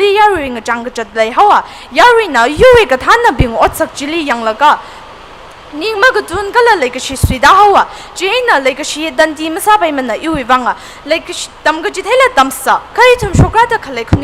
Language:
Tangkhul Naga (India)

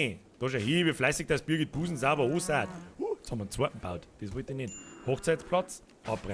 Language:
Bavarian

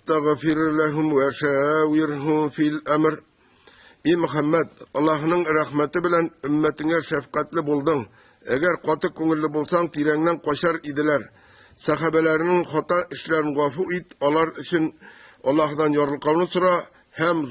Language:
Tatar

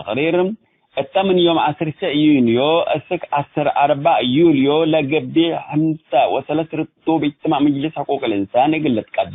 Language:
Tigre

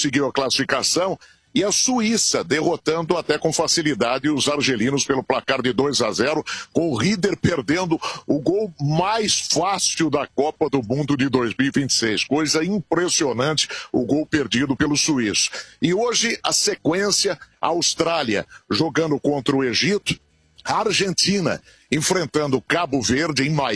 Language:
Portuguese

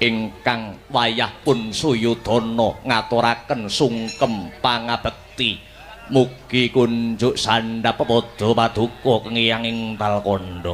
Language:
Javanese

